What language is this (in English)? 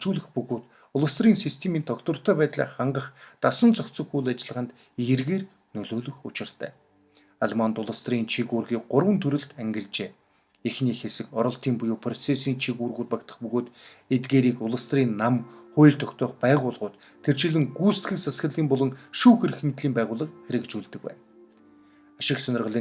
Mongolian